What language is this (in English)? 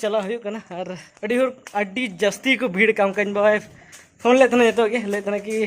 Santali